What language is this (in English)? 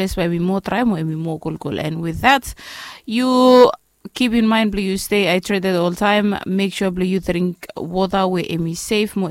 Bislama